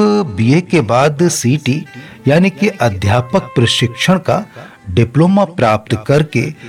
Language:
Hindi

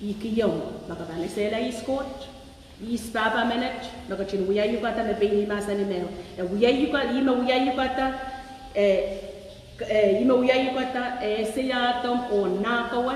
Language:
Pohnpeian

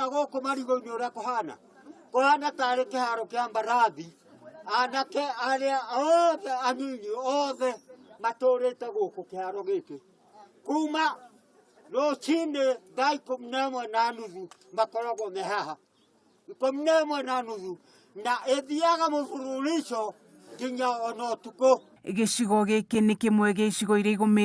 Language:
Kikuyu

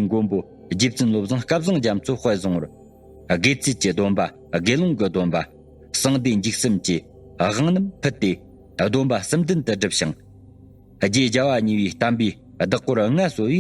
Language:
Tibetan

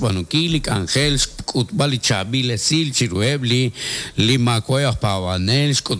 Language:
Kekchí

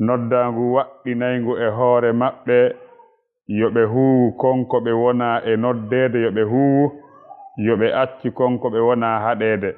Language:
Fula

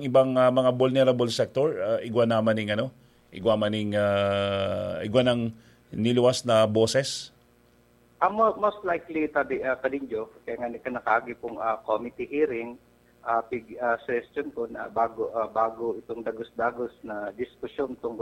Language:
Bikol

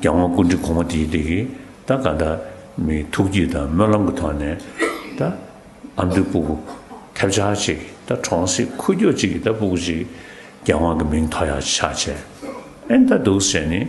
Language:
Tibetan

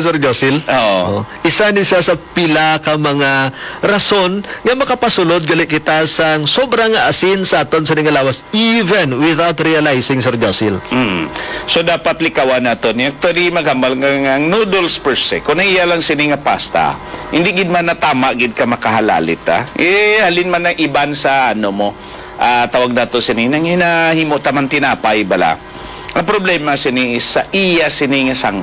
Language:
Hiligaynon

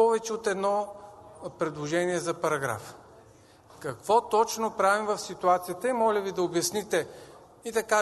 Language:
Bulgarian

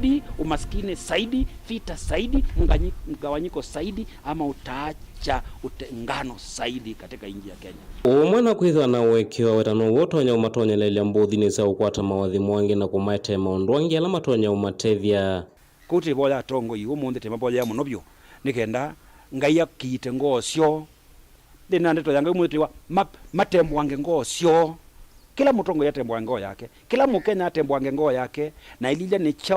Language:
Kamba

